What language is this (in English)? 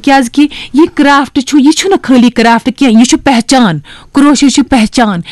Kashmiri